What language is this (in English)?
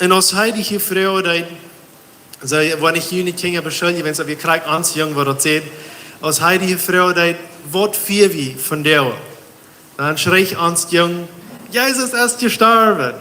Plautdietsch